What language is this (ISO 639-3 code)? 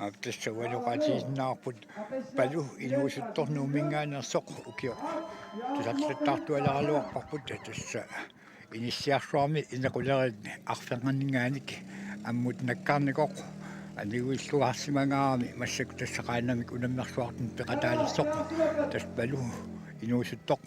kal